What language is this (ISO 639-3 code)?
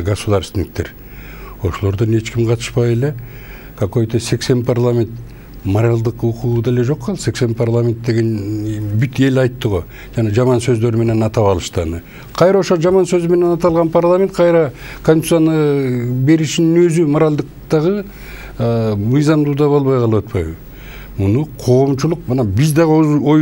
kir